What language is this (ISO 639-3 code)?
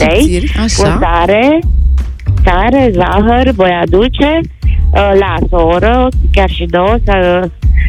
ron